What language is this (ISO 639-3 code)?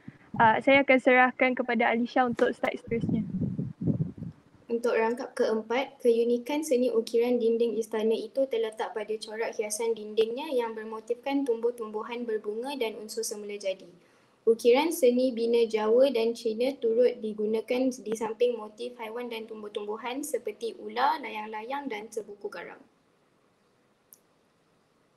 msa